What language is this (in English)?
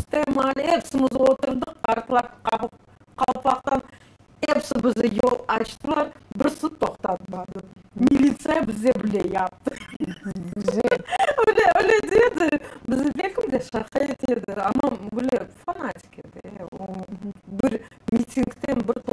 Crimean Tatar